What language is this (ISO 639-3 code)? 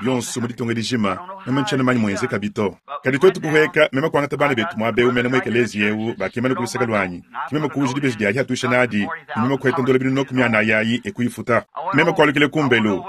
lua